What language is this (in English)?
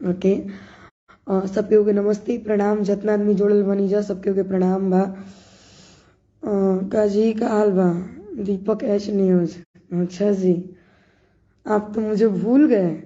Bhojpuri